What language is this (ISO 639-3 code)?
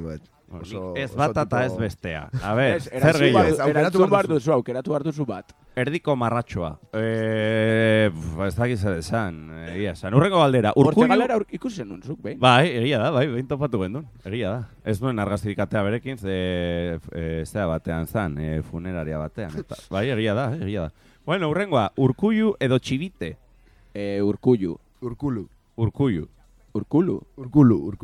eus